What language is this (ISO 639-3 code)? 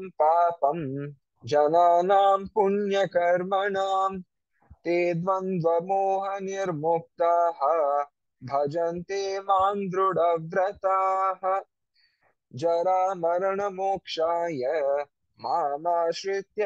san